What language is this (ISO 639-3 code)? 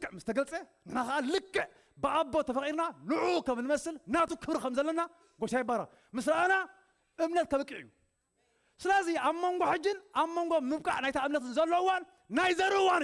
tir